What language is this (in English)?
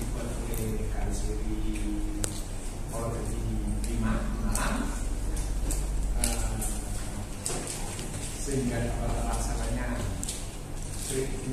Indonesian